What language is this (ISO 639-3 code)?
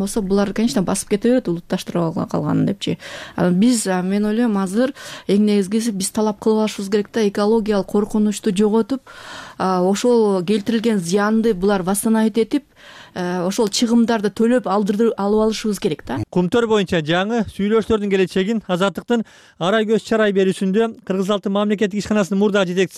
kir